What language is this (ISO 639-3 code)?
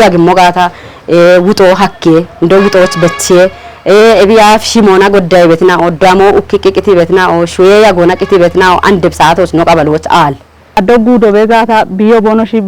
kbr